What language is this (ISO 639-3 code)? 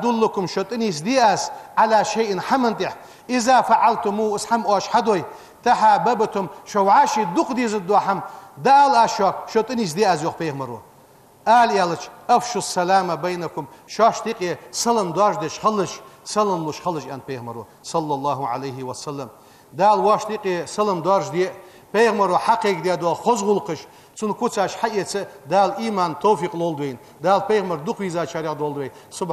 inh